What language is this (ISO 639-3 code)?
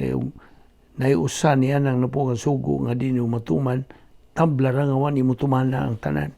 ceb